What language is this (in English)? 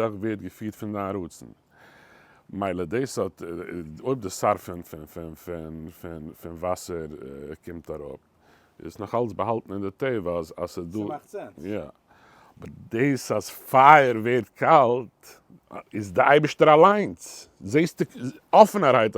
Yiddish